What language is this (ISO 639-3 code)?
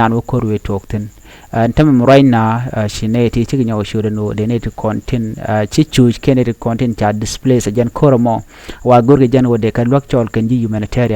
nus